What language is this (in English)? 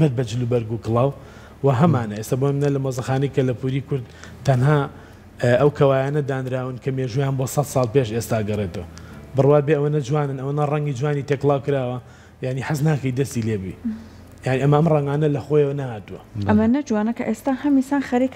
Central Kurdish